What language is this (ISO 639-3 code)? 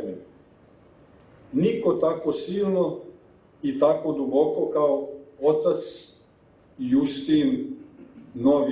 srp